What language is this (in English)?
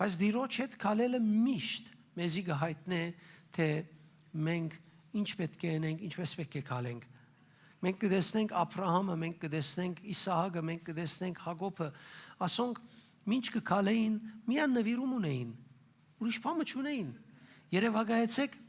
Western Armenian